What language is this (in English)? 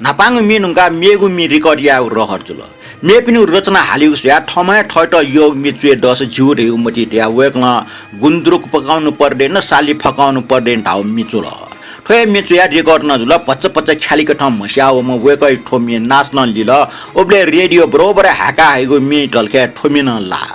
Newari